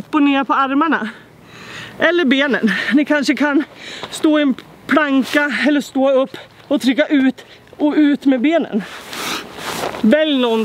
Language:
Swedish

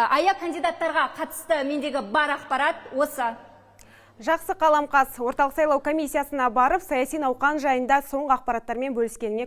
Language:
Kazakh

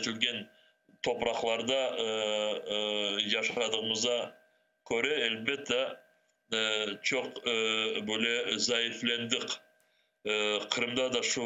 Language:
Crimean Tatar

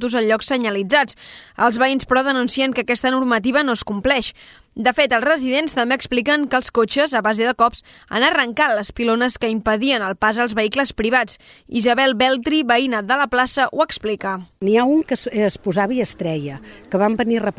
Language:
Catalan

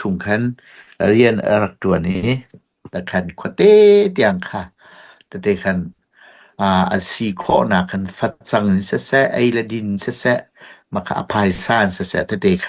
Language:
Hakha Chin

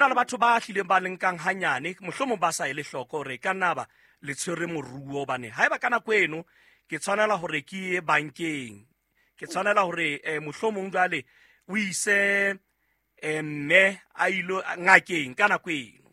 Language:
Southern Sotho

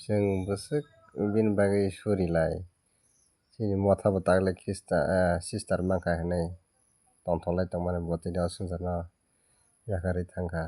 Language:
Kok Borok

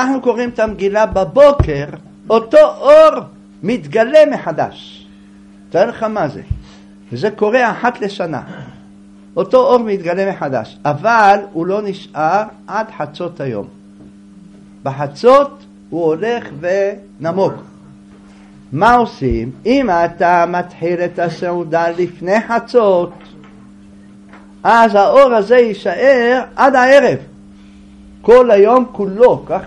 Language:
Hebrew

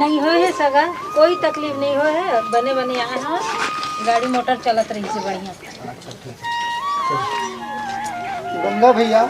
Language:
Chhattisgarhi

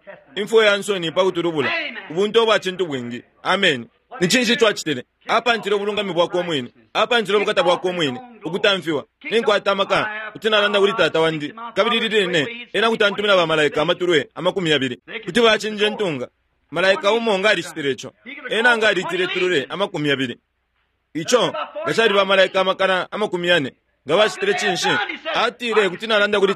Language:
Bemba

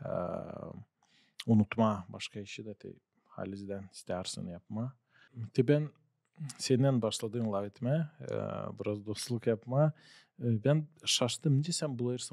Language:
Gagauz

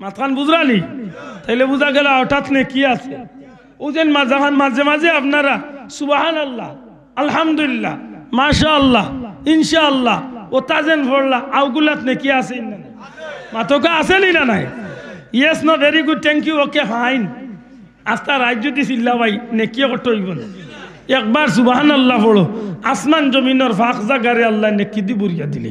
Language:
Sylheti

